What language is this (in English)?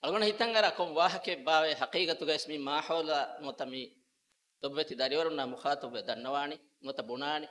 Divehi